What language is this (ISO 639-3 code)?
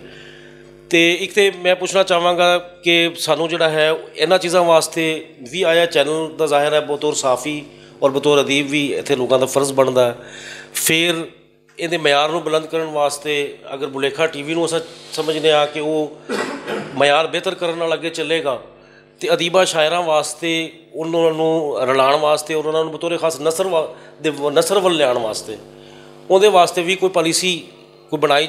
lah